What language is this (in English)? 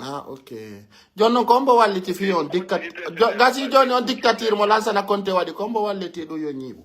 Pular